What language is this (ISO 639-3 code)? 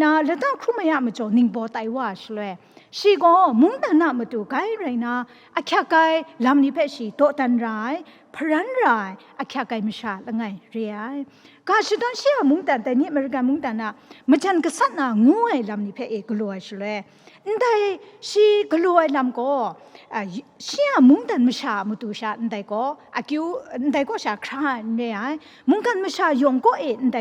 kac